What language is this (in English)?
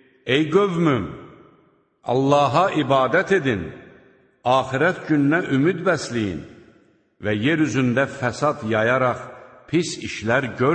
Azerbaijani